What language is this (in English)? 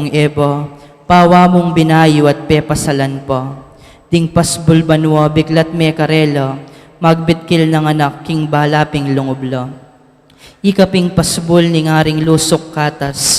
Pampanga